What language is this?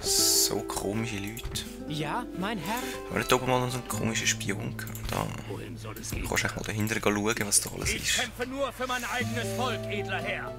Swiss German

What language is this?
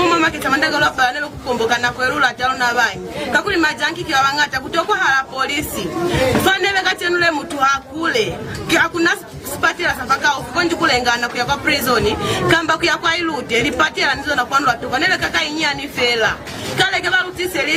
Lozi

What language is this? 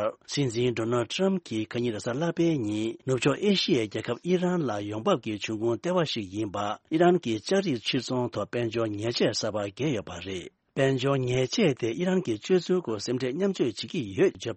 Tibetan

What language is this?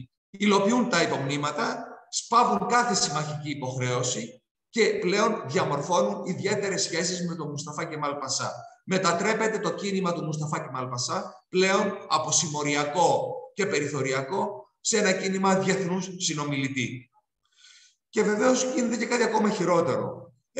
Greek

